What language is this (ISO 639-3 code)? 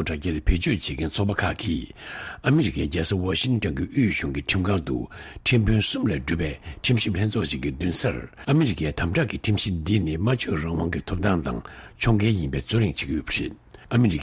bod